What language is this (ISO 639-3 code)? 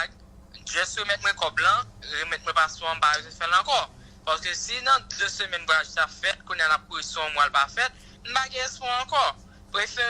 hat